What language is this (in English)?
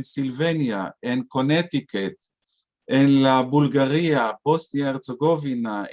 Ladino